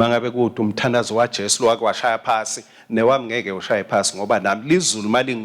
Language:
Swati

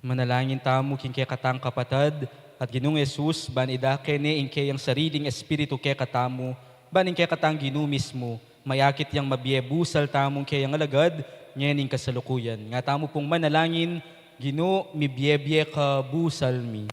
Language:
Pampanga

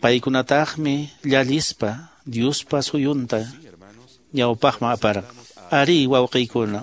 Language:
Quechua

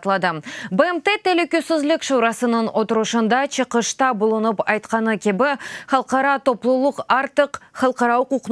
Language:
Crimean Tatar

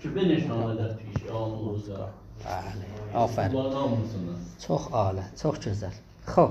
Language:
South Azerbaijani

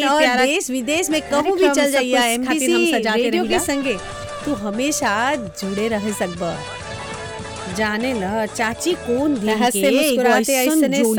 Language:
Bhojpuri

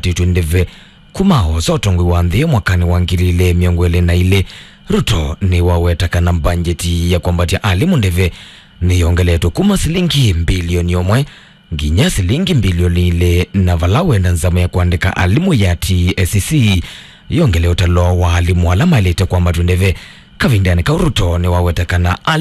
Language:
Kamba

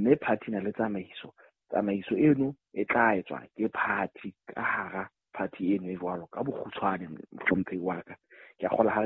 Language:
Southern Sotho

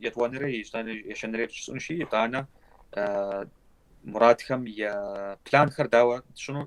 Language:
Kabardian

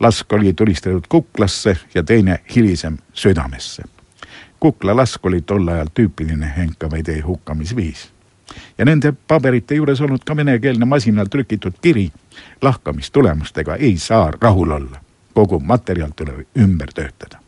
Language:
Estonian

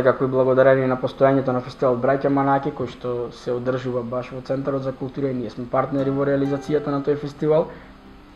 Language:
Macedonian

